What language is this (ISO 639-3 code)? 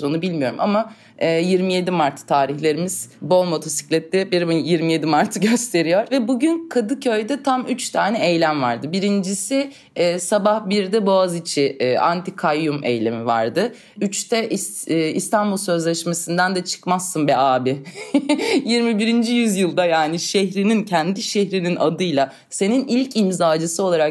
tur